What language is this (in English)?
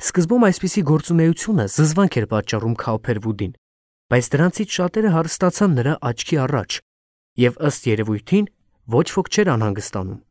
Armenian